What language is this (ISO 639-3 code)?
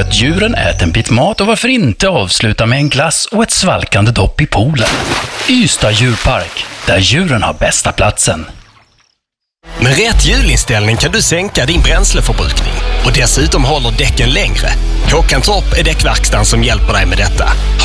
swe